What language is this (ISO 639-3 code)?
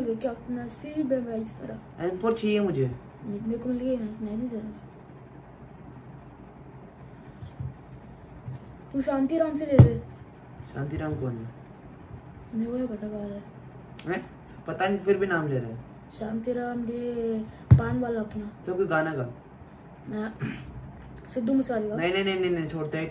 hin